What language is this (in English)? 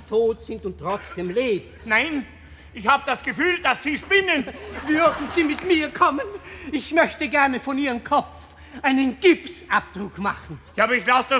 Bavarian